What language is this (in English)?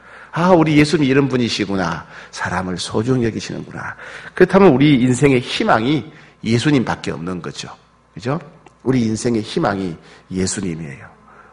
Korean